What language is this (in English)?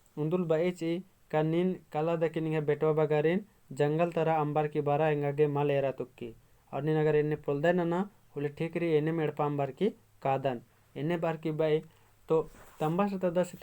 Kurukh